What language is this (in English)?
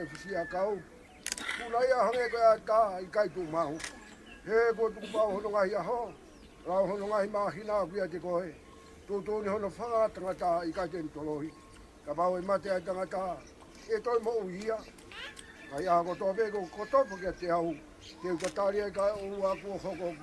Tongan